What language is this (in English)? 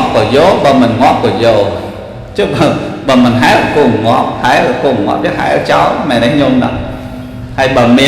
Khmer